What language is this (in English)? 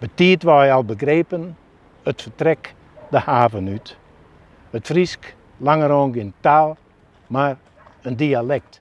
Western Frisian